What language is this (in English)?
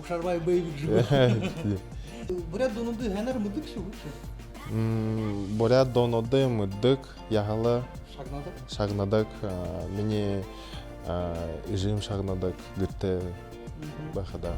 Buriat